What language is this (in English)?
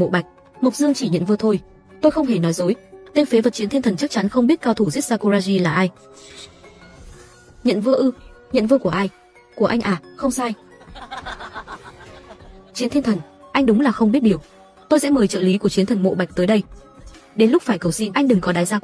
Vietnamese